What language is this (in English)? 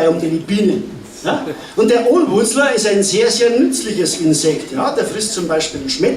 Bavarian